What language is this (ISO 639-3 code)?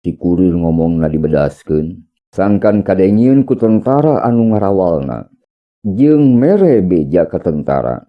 sun